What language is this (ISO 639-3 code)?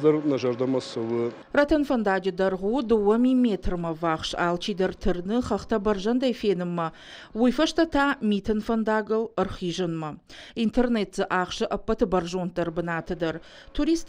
oss